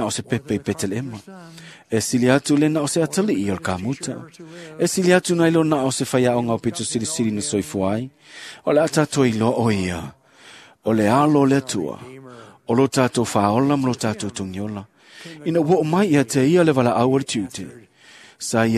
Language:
Samoan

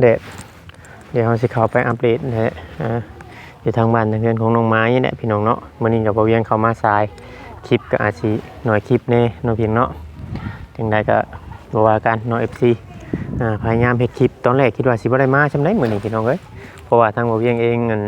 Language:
Northeastern Thai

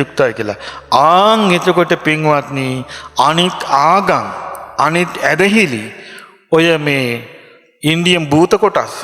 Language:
Sinhala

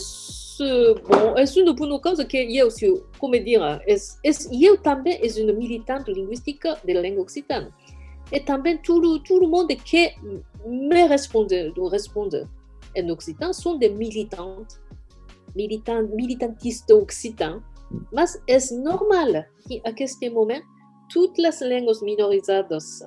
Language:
Occitan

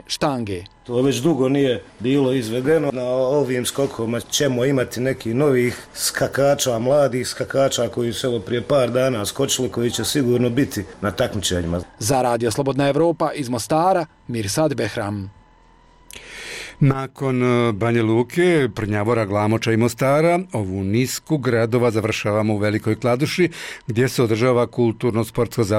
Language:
Bosnian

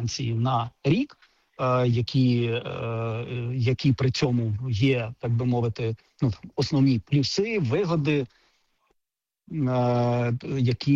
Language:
Ukrainian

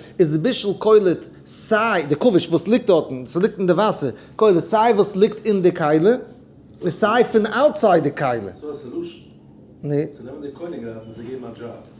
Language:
Yiddish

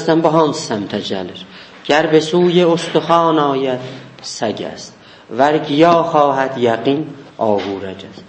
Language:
South Azerbaijani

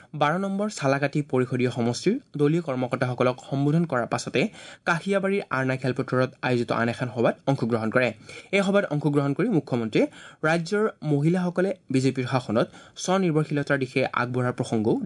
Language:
Assamese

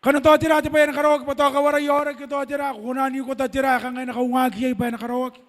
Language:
Gilbertese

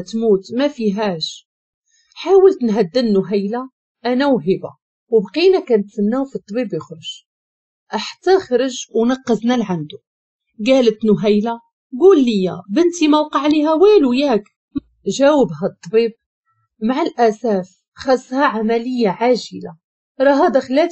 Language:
Moroccan Arabic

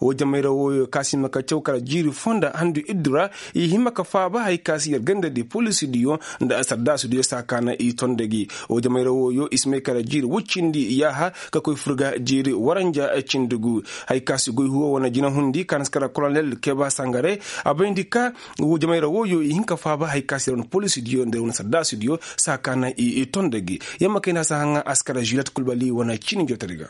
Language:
Koyraboro Senni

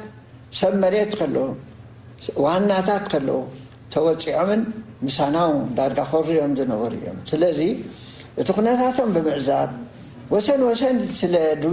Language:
Tigrinya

